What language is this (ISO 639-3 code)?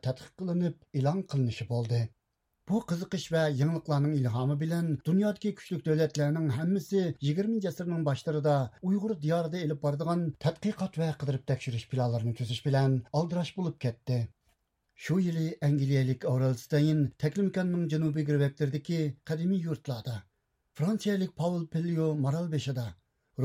uig